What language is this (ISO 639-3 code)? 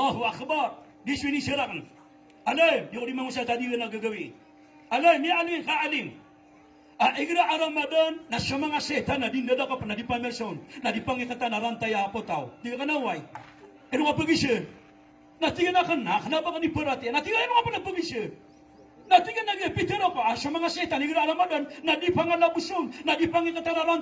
mrw